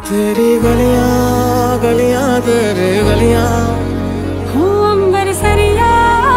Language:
Hindi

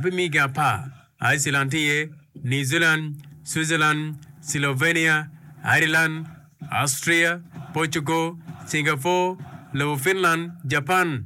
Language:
Acoli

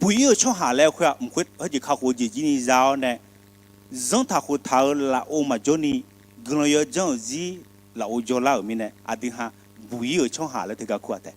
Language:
Akha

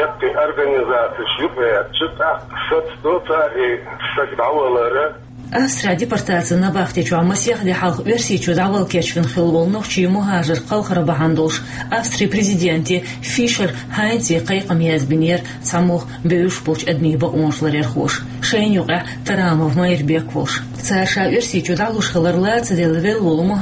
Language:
Chechen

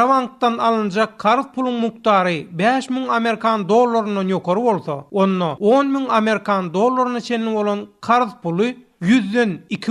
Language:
Turkmen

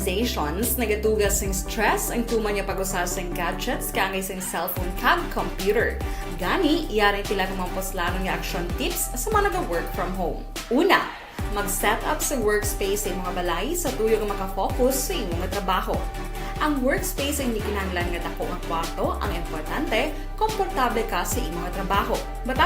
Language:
Hiligaynon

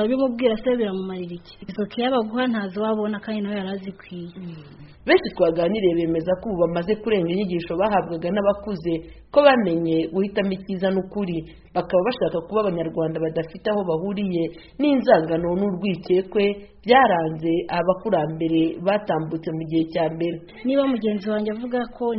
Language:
Kinyarwanda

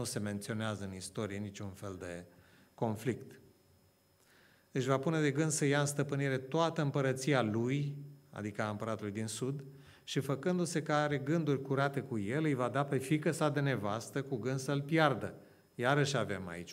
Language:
Romanian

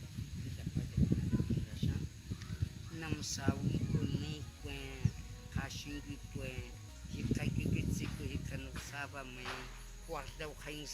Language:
Cogui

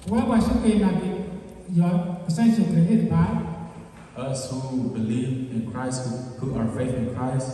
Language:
S'gaw Karen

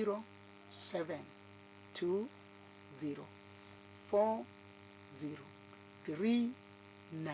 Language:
Luo (Kenya and Tanzania)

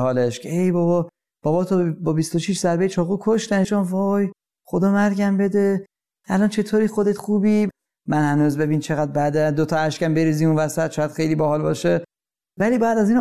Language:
Persian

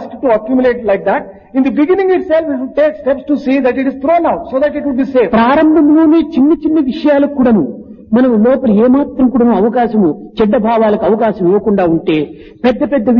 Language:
Telugu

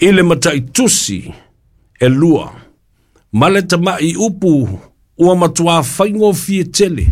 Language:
Samoan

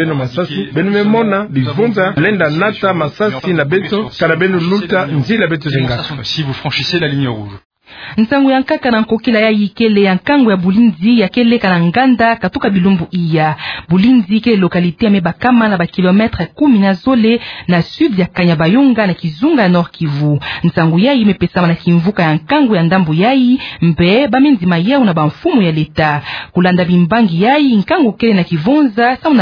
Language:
Kituba (Democratic Republic of Congo)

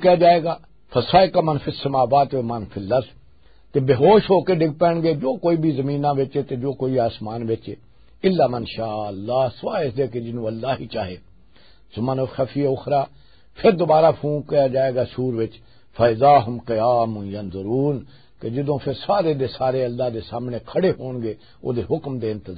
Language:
Western Panjabi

